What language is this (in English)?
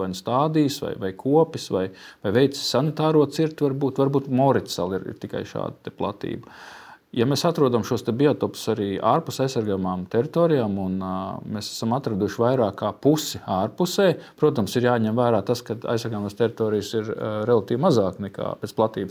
Latvian